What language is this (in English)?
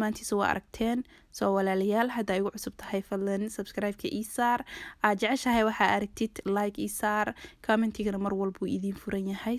Somali